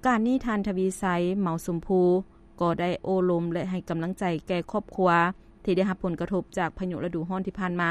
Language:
Lao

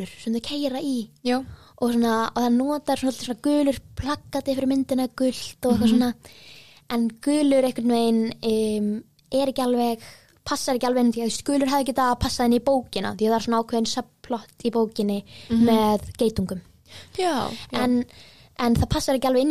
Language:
Icelandic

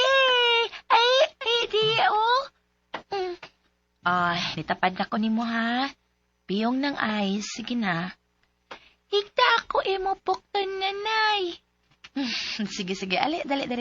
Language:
Cebuano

